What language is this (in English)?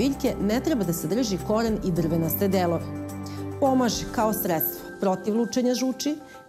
Serbian